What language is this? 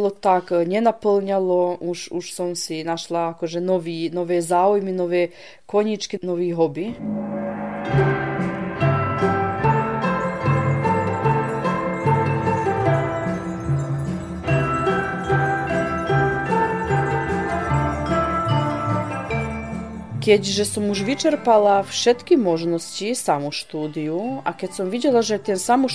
Slovak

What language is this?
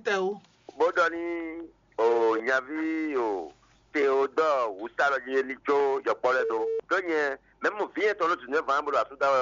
Fon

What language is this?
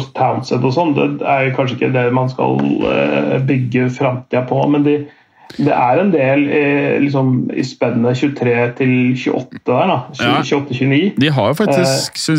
Norwegian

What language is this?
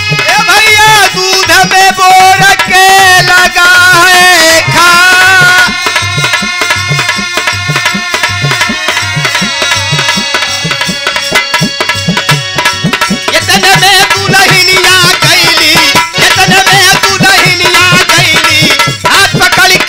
Bhojpuri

